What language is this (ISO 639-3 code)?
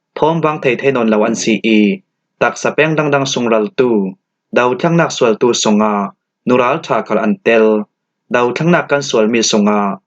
cfm